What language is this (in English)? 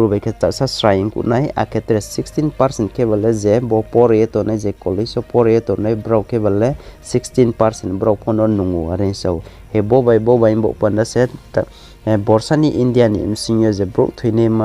Riang (India)